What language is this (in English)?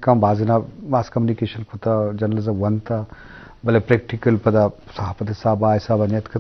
Eastern Balochi